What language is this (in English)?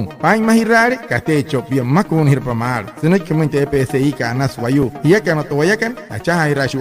Wayuu